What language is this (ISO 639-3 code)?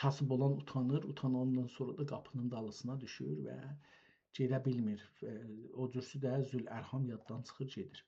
azb